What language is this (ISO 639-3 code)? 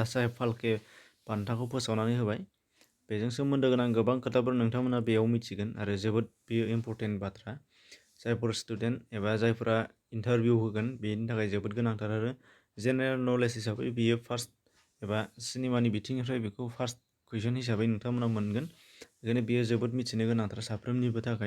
brx